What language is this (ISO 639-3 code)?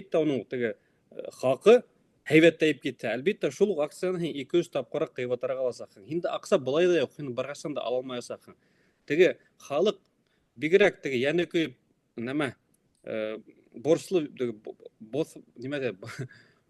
bak